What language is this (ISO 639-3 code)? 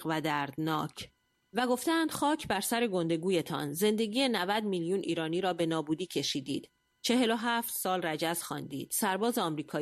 fas